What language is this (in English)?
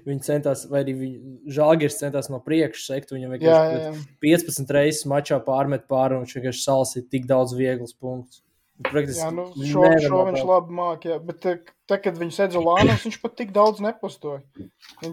Latvian